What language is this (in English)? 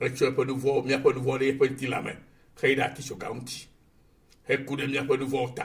Ewe